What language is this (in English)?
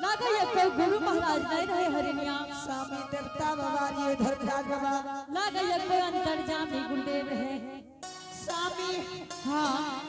Angika